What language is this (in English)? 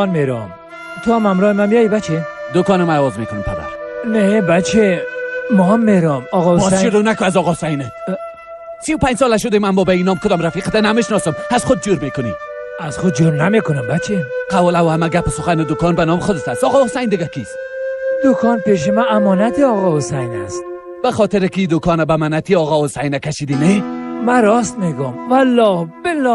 Persian